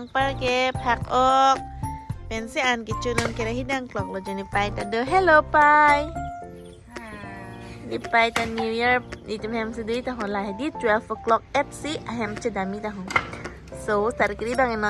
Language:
Karbi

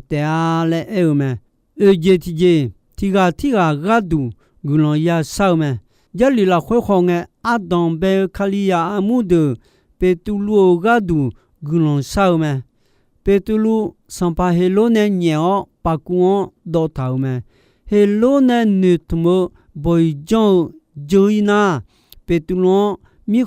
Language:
Akha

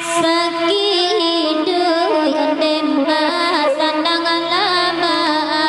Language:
Minangkabau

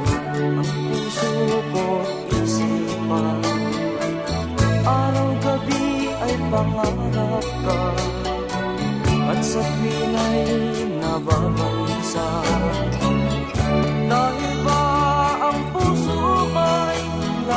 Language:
Filipino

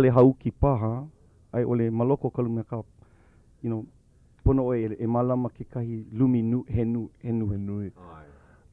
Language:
Hawaiian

